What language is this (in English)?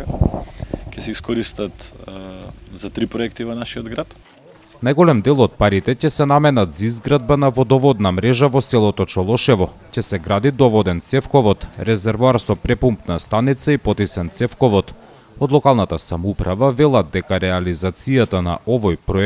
Macedonian